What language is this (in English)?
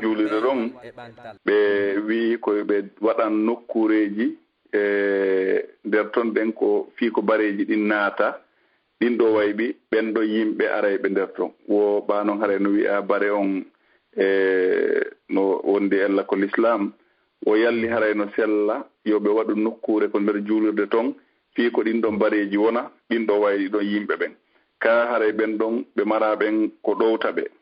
Fula